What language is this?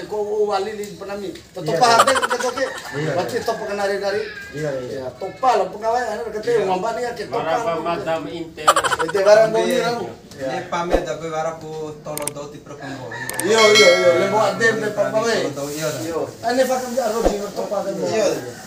Bima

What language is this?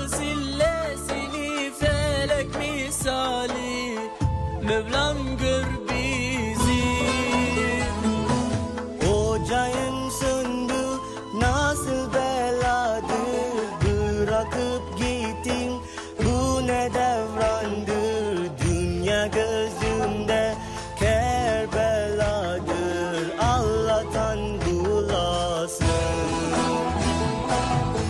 Turkish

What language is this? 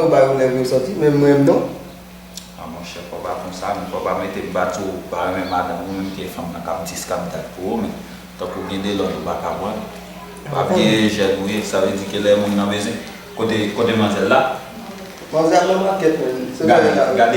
Haitian Creole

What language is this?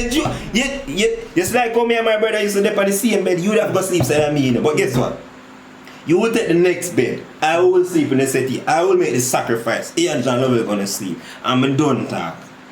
Jamaican Creole English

